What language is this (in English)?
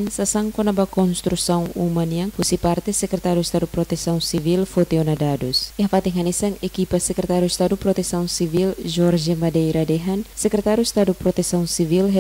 Tetum